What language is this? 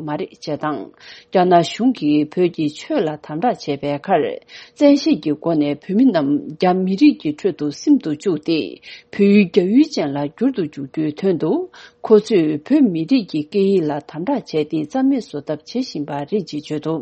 Tibetan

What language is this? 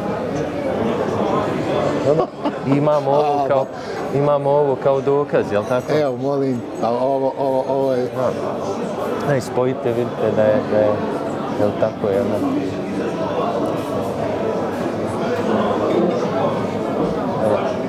Bosnian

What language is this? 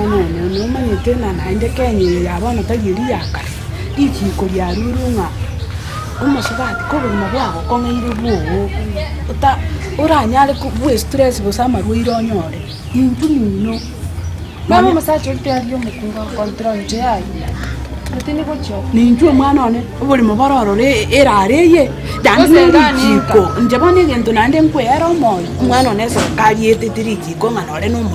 Gusii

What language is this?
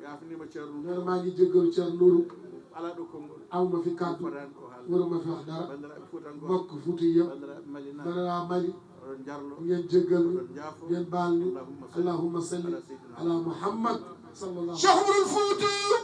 Fula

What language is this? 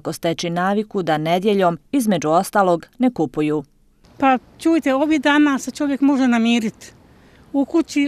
Bosnian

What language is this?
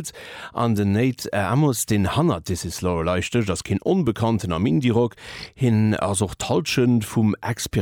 Luxembourgish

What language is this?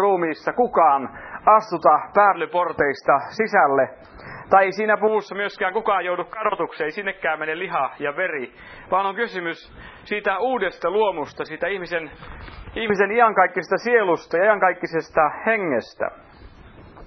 Finnish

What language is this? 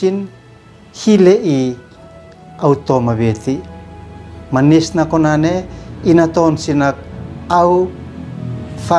Uab Meto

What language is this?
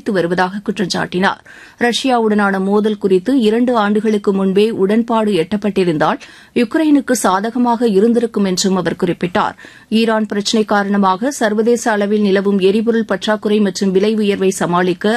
Tamil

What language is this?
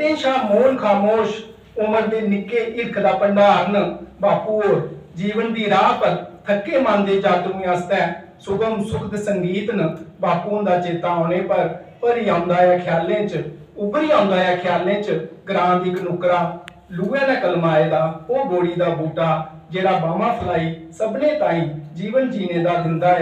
Dogri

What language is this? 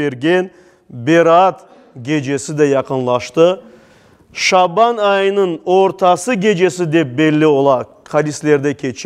Crimean Tatar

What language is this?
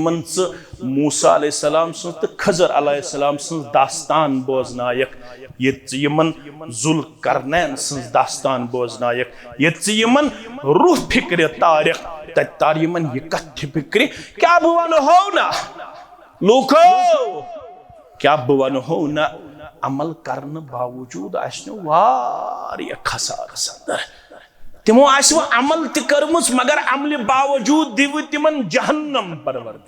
Kashmiri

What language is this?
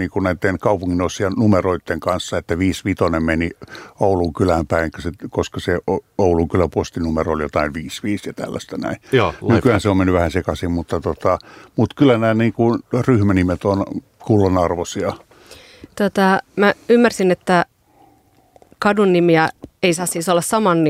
Finnish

